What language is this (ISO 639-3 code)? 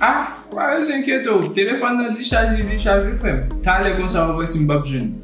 hat